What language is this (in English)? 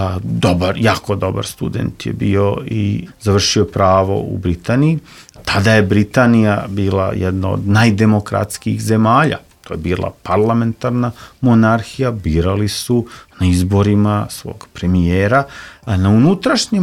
Serbian